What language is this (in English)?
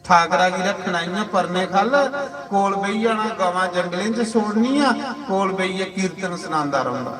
Dogri